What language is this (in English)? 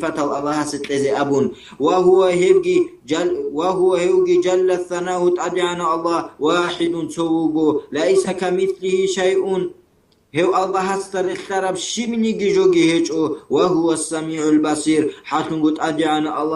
Avaric